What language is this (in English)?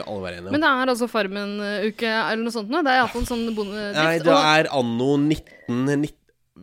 Norwegian